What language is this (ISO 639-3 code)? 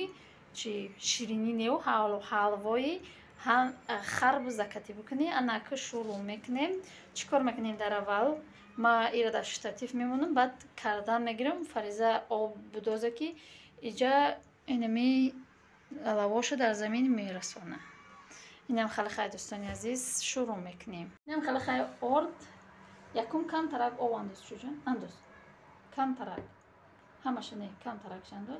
tgk